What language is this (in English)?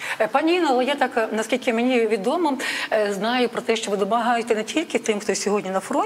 Ukrainian